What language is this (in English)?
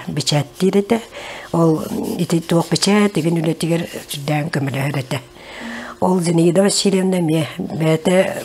Yakut